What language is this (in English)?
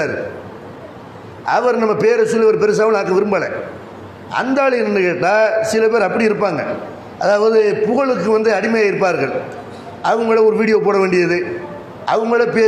Tamil